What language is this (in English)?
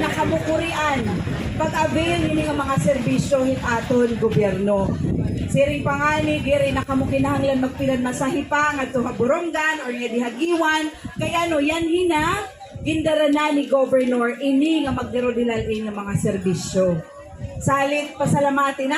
Waray